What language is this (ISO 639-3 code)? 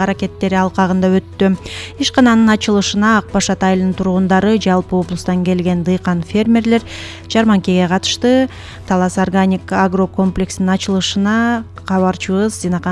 kir